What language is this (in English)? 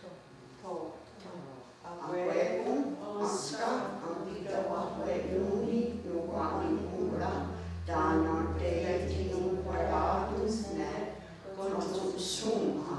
Mohawk